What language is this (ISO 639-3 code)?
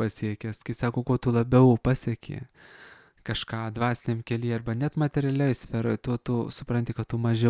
lit